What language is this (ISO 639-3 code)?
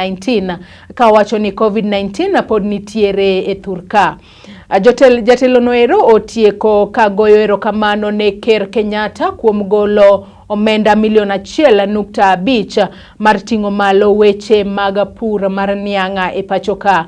luo